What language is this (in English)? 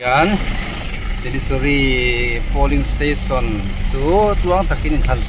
Mizo